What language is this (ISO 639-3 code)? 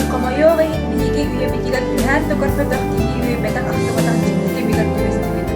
sah